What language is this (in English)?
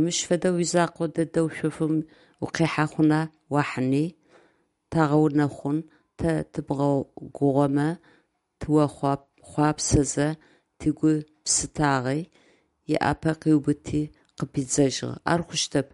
Adyghe